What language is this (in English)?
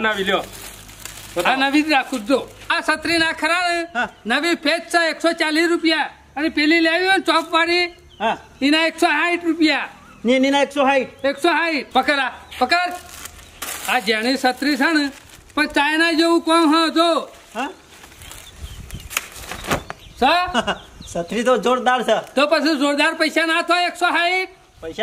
Gujarati